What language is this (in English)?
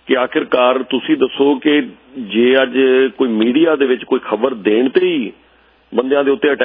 Punjabi